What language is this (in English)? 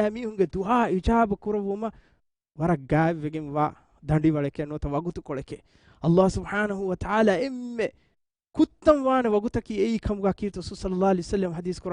Divehi